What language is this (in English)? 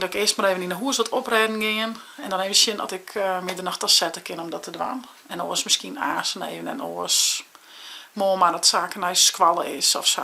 Western Frisian